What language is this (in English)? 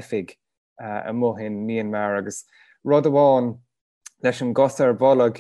Irish